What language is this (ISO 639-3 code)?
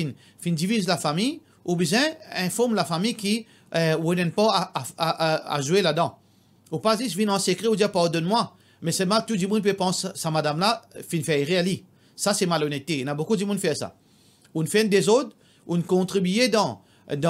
mfe